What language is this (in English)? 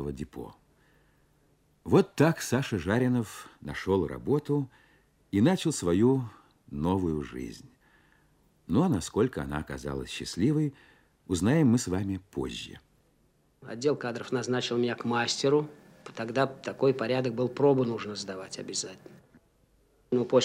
Russian